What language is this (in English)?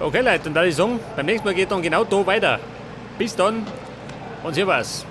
Bavarian